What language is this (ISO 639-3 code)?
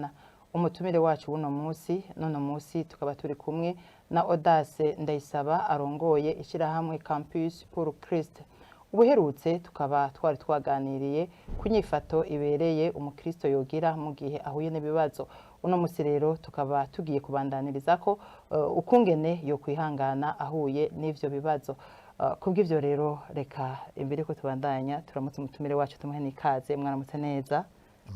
run